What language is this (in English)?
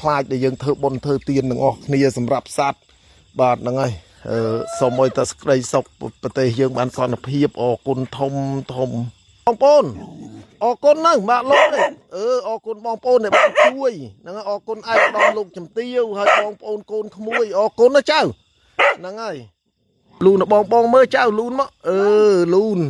Khmer